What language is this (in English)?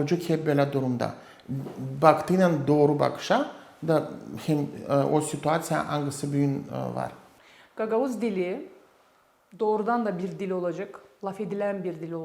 Gagauz